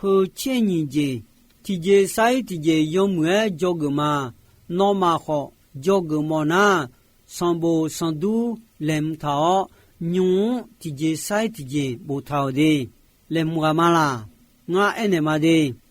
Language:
Akha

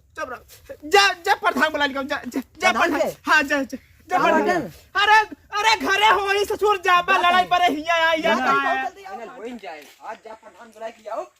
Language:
Awadhi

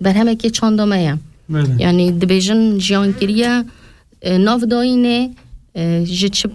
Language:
Kurdish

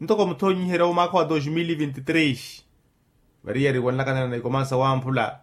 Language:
Makhuwa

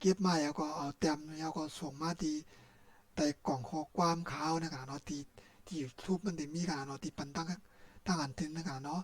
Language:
Shan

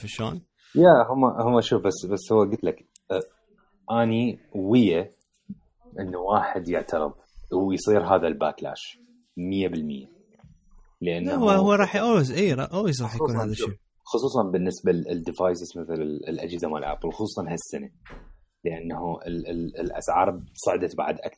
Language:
Mesopotamian Arabic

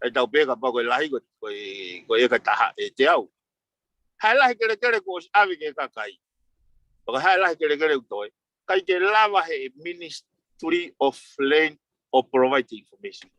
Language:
Tongan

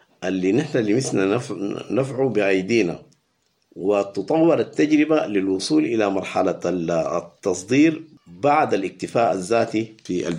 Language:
Sudanese Arabic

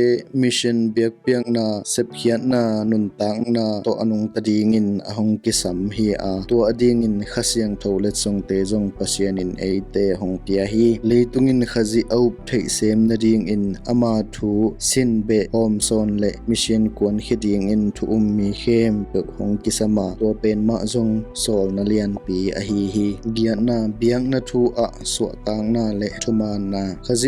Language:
Tedim Chin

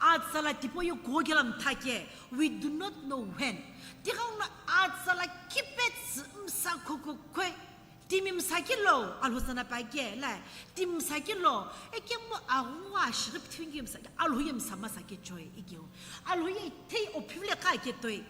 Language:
Sumi Naga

